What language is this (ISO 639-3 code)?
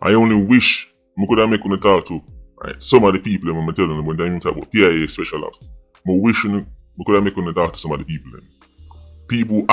jam